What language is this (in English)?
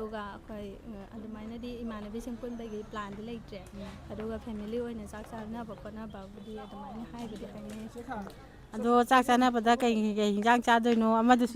Manipuri